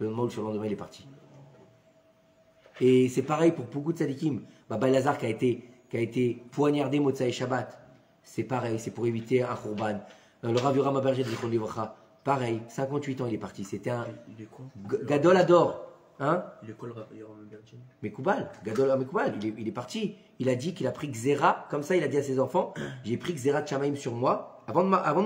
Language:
French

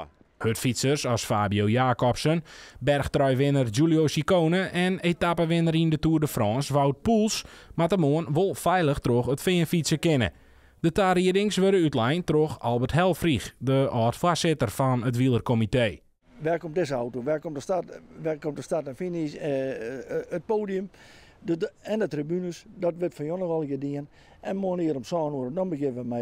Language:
Western Frisian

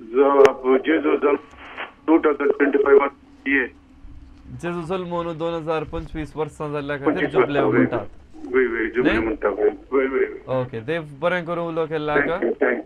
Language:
Konkani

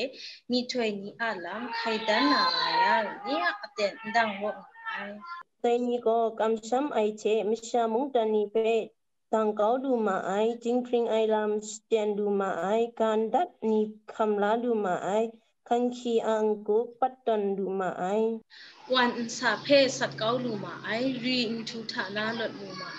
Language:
Kachin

